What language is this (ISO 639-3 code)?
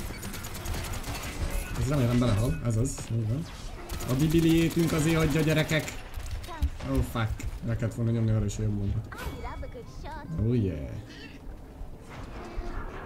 hun